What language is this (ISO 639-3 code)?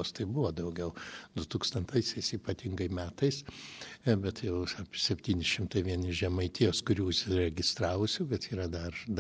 lit